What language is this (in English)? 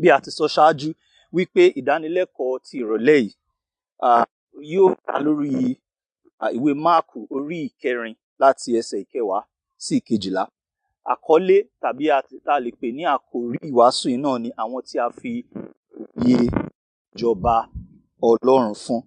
Yoruba